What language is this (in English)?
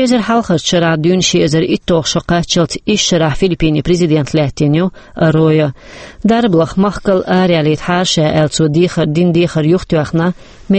Chechen